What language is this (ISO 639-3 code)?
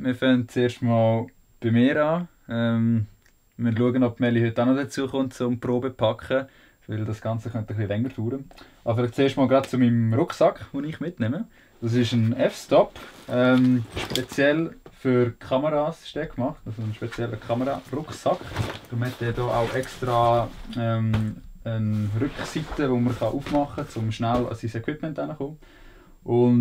gsw